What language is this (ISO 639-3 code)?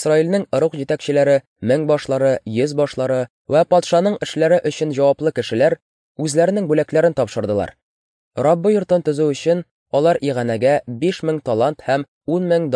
tat